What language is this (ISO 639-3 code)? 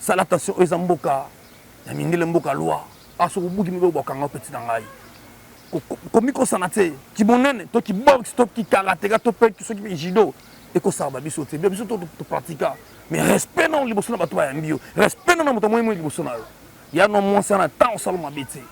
lin